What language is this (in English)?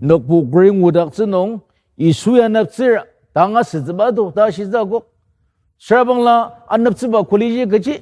Ao Naga